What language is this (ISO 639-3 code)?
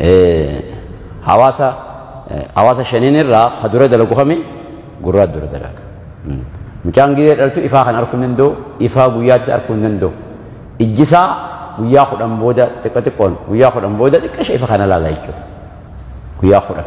orm